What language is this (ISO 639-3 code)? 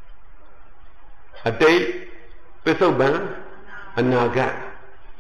mya